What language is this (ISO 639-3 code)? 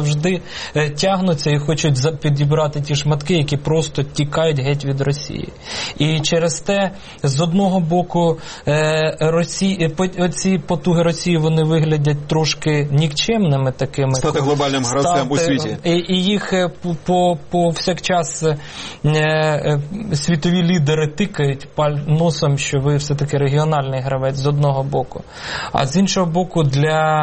ukr